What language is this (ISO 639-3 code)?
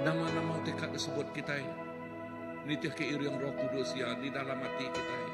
iba